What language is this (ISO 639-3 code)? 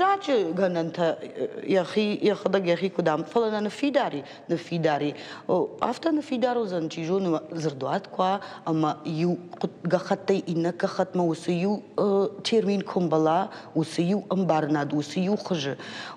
oss